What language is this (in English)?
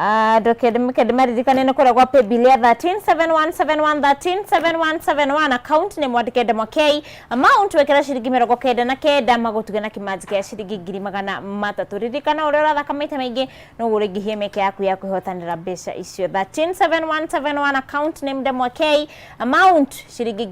Kikuyu